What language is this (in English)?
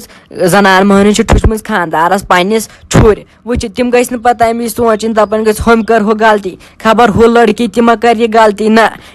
Kashmiri